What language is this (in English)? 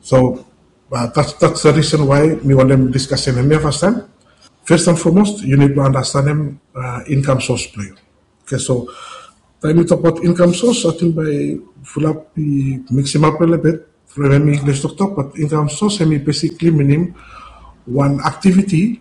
Bislama